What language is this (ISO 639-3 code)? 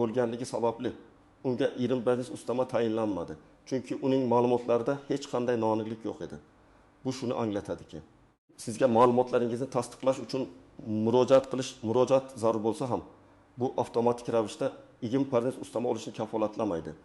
uzb